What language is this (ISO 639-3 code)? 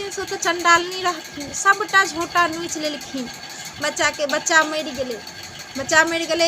mai